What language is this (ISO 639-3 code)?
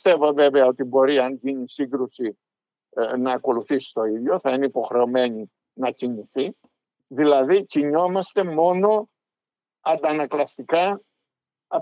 ell